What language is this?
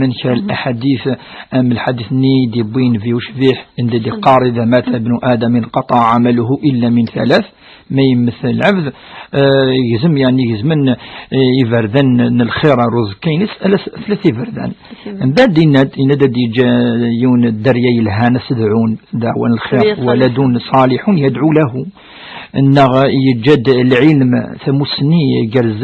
Kabyle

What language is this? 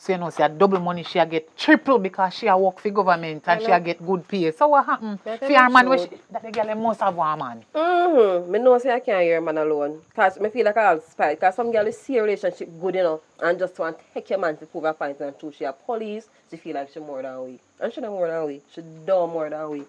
Jamaican Creole English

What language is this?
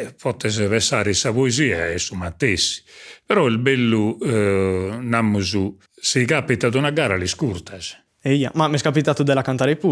Sardinian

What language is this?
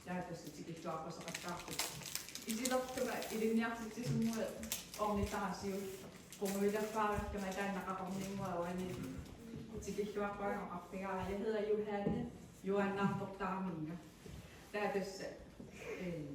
Kalaallisut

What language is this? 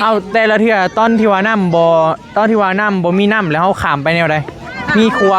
Lao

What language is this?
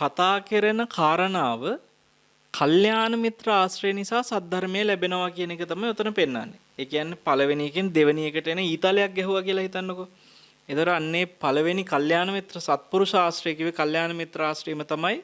Sinhala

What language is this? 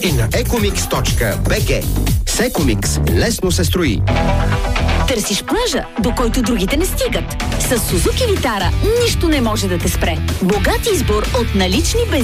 Bulgarian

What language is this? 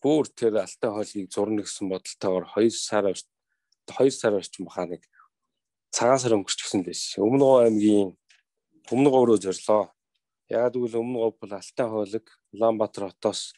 Mongolian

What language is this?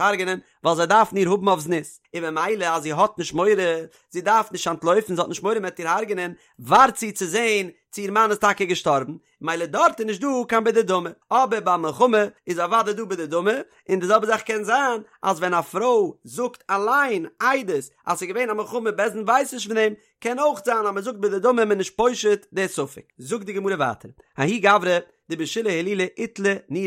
Yiddish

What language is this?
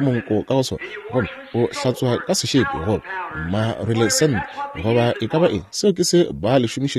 Northern Sotho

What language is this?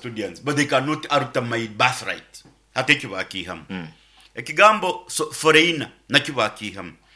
Nyoro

